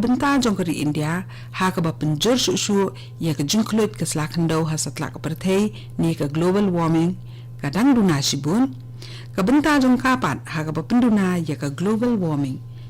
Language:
Khasi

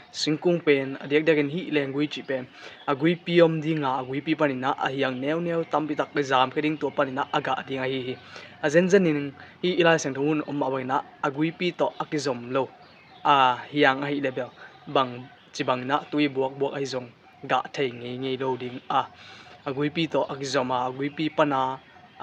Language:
Tedim Chin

